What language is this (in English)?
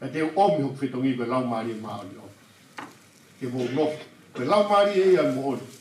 Tongan